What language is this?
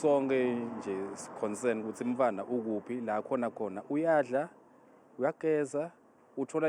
Zulu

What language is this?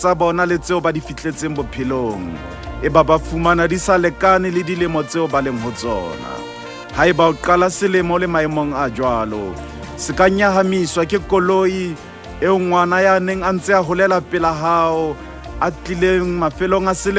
Southern Sotho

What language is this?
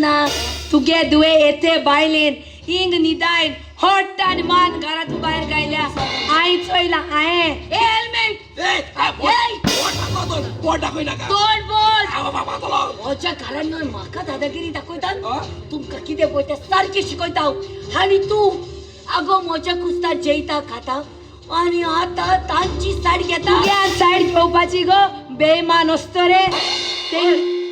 Konkani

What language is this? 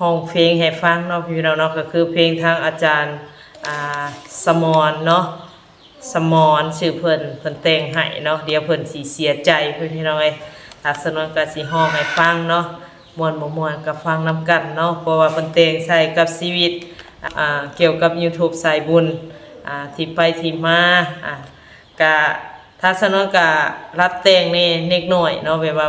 Northeastern Thai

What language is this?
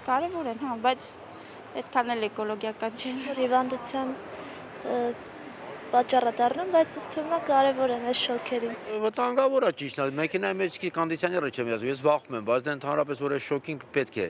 Armenian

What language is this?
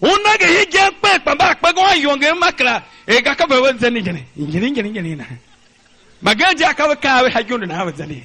Tiv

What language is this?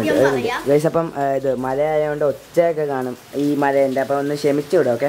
Malayalam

